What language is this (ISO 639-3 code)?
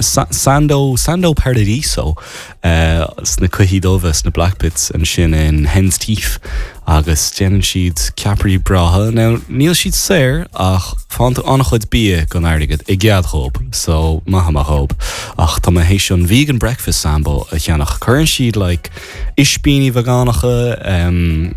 gle